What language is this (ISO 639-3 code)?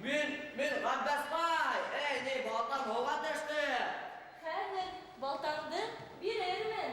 bak